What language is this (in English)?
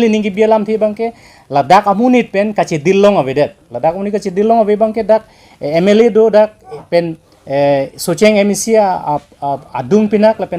Karbi